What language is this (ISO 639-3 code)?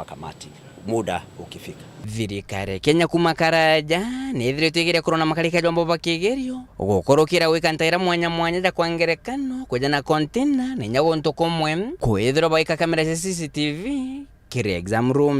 mer